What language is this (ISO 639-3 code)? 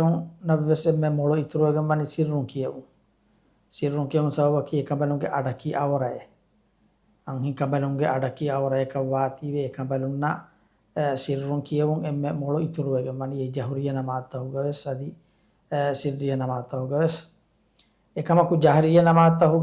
div